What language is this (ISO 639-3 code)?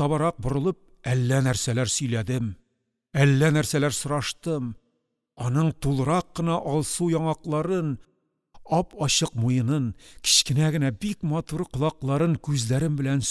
tat